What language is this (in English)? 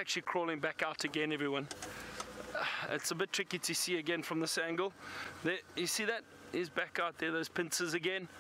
English